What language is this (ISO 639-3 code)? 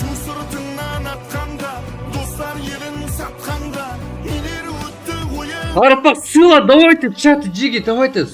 kaa